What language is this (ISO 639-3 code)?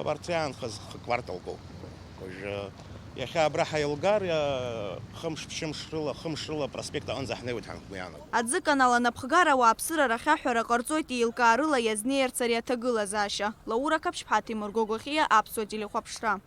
abk